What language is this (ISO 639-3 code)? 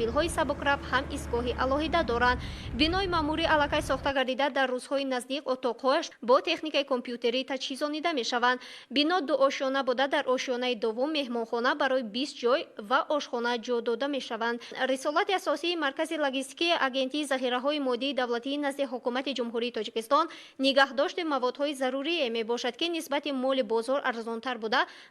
tgk